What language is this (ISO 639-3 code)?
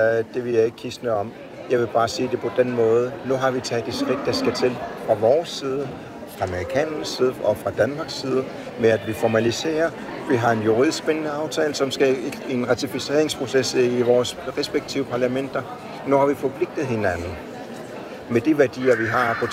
dan